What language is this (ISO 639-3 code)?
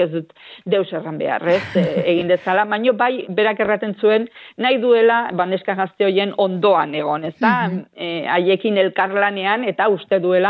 eus